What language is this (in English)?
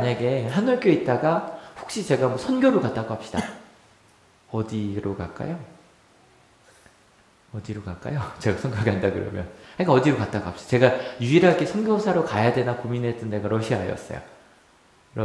Korean